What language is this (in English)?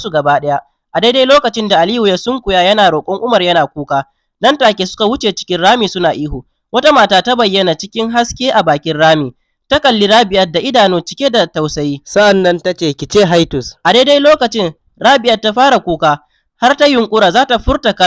Hausa